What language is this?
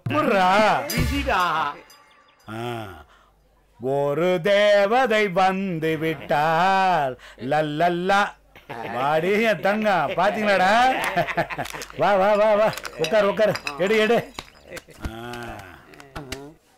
Tamil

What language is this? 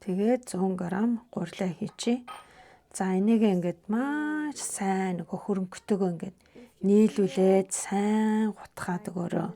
Mongolian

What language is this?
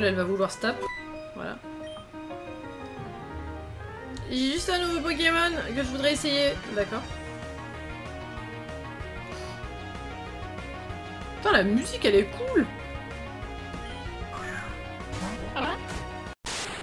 French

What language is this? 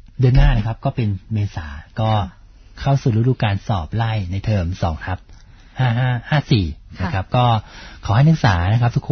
Thai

